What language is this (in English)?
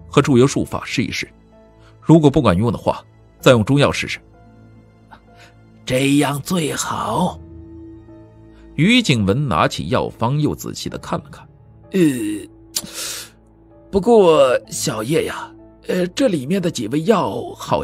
Chinese